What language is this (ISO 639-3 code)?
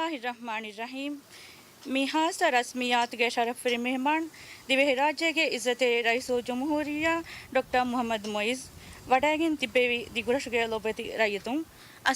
div